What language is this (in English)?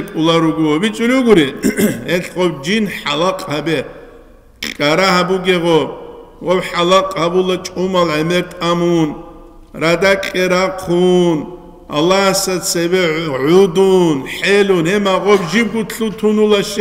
Avaric